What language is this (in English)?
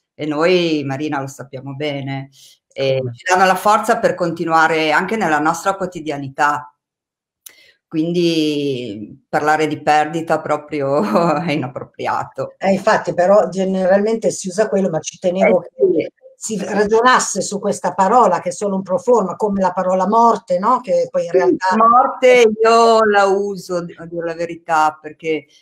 Italian